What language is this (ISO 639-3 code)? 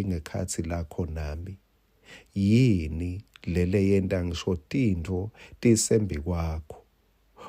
ssw